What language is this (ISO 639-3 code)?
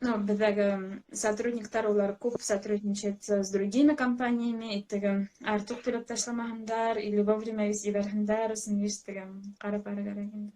bak